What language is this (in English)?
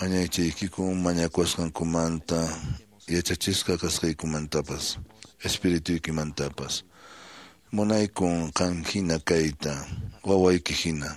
Quechua